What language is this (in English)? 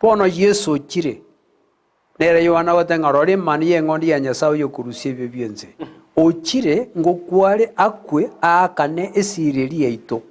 Gusii